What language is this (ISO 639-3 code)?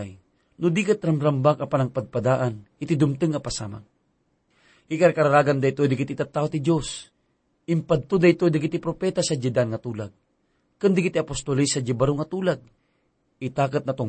ilo